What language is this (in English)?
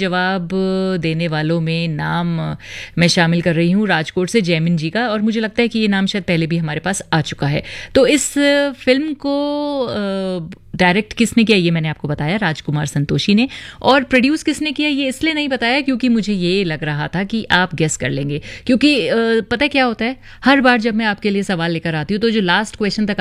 Hindi